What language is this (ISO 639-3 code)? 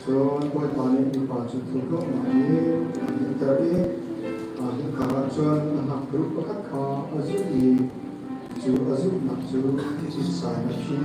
cnh